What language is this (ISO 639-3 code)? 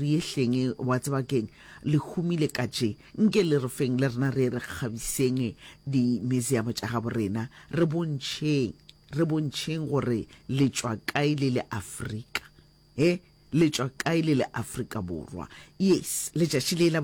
nso